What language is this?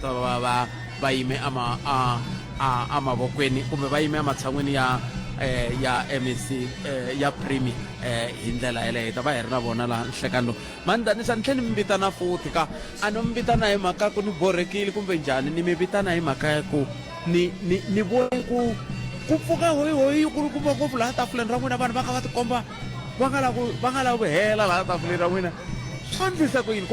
Tsonga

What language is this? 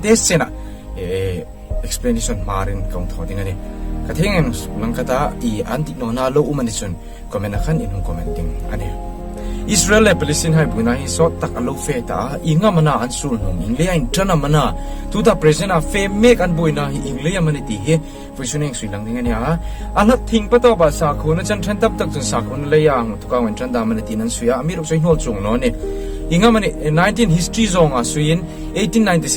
Hmar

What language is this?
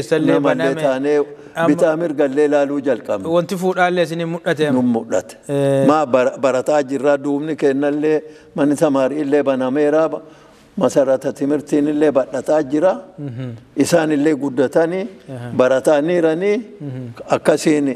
Oromo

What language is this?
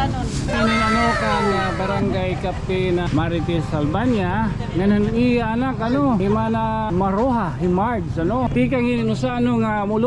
Waray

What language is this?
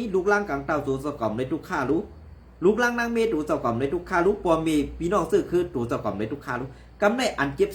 Shan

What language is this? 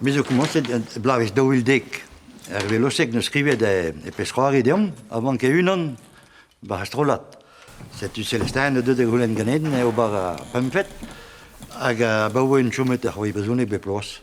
Breton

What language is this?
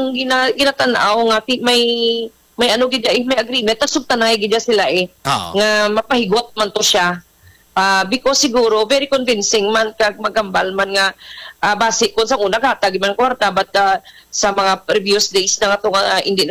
Hiligaynon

